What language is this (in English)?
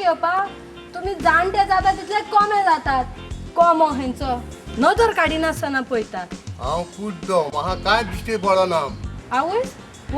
Konkani